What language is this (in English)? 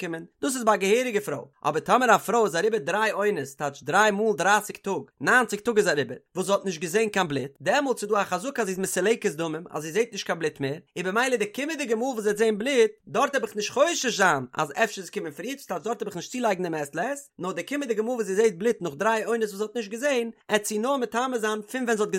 Yiddish